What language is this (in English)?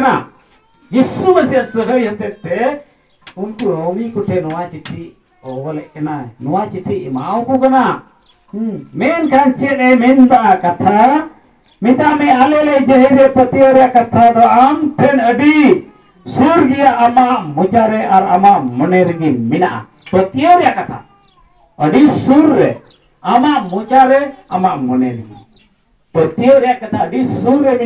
Santali